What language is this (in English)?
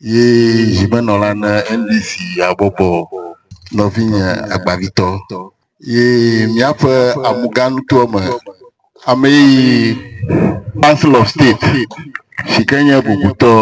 Ewe